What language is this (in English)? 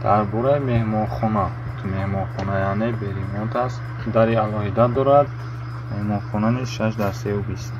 Tajik